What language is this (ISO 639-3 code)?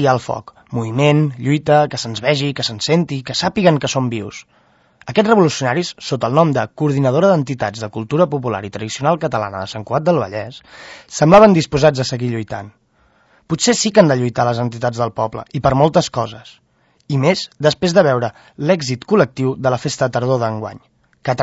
cat